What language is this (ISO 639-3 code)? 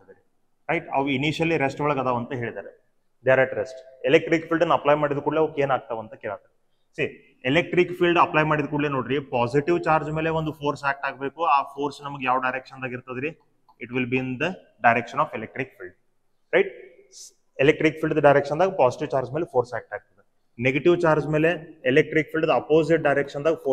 kan